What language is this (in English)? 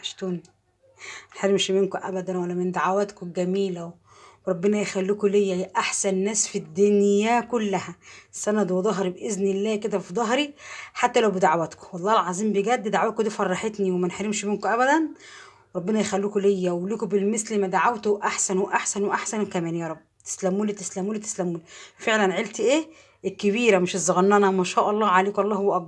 Egyptian Arabic